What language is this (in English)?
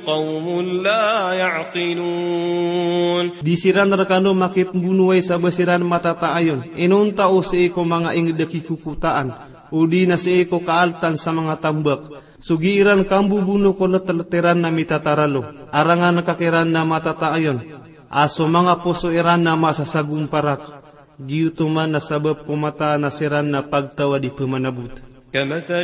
Maranao